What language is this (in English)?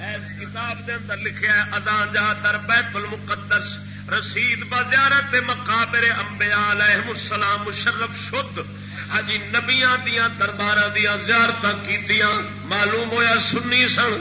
Saraiki